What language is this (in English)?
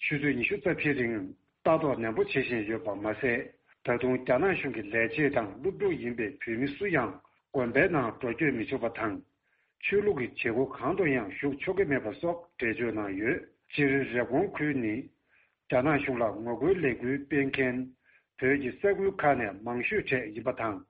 Tibetan